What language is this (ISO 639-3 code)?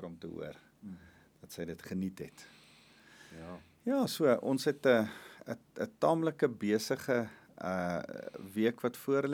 afr